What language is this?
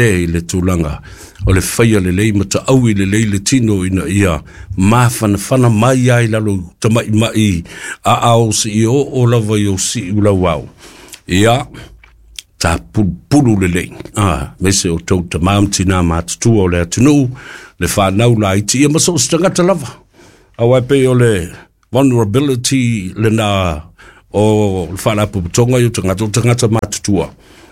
Samoan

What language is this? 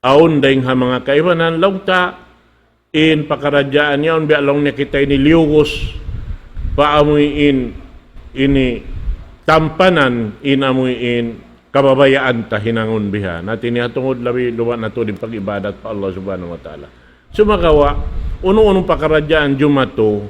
Tausug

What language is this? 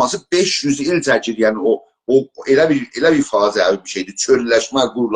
South Azerbaijani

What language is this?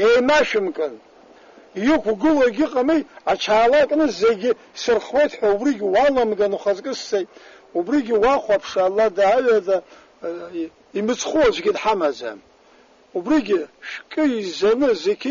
Abkhazian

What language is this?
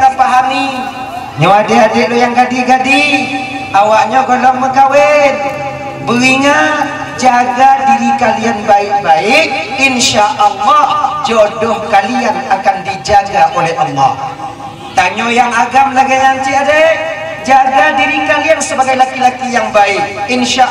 Achinese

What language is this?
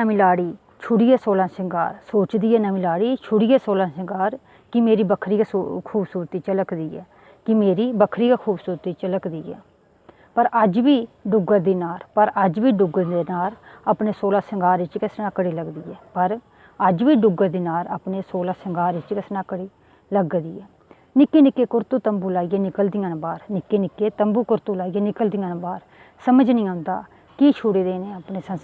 Dogri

